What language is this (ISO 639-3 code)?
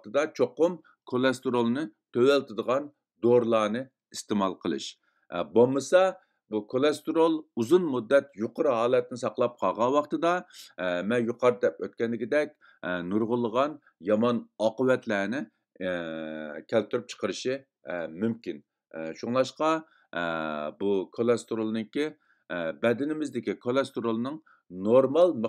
uig